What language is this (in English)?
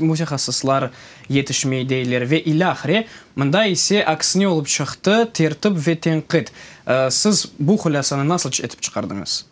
Crimean Tatar